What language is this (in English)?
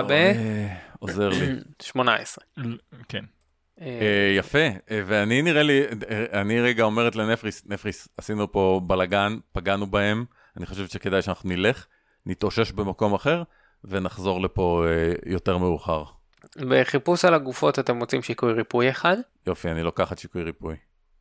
Hebrew